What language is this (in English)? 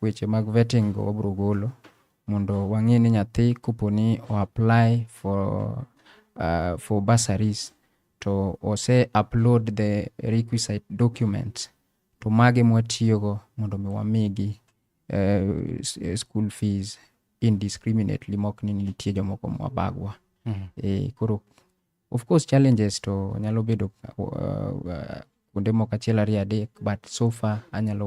Luo (Kenya and Tanzania)